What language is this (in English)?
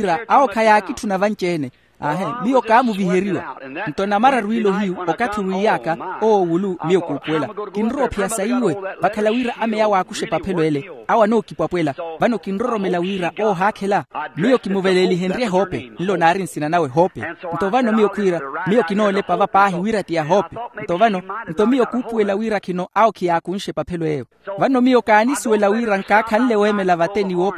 Makhuwa